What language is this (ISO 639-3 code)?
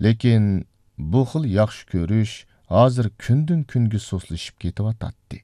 uig